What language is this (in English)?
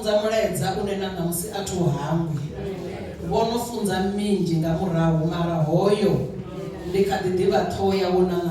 Venda